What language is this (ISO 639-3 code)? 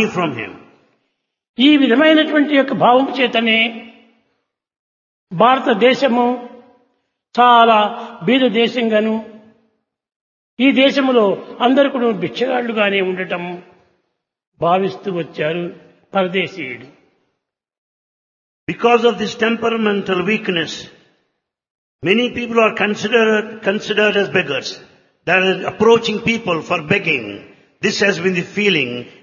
tel